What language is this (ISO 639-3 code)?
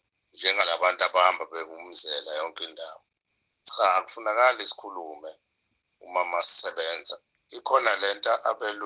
zul